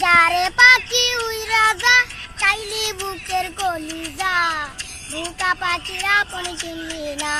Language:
Sylheti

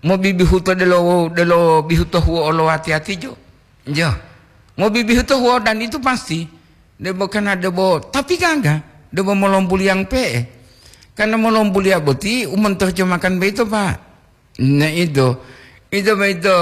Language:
Gorontalo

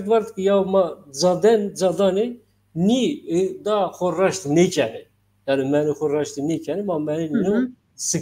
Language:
Zaza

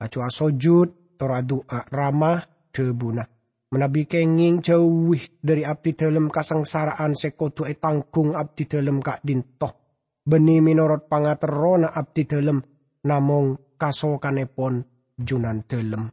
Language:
Madurese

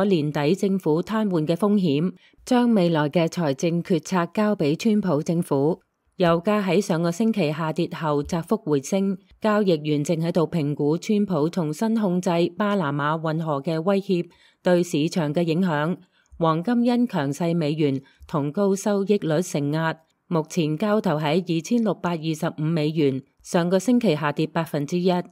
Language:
Cantonese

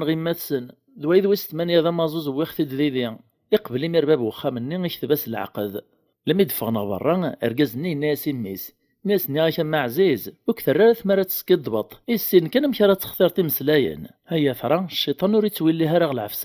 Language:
Kabyle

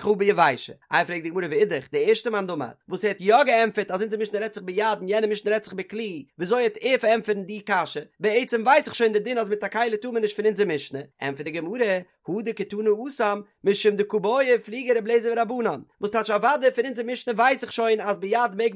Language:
Yiddish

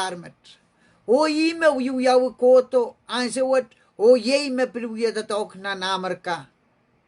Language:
Pohnpeian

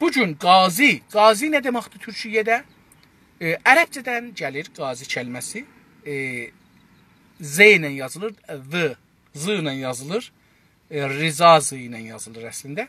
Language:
South Azerbaijani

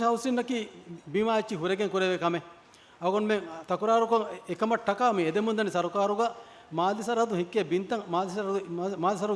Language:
Divehi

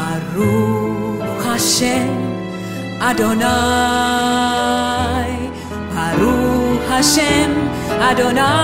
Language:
Finnish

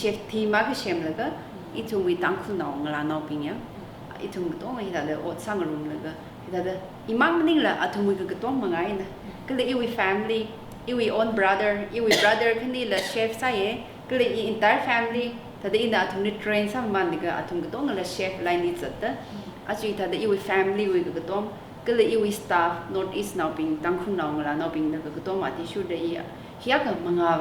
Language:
Tangkhul Naga (India)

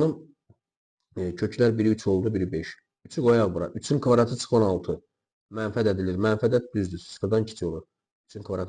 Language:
Azerbaijani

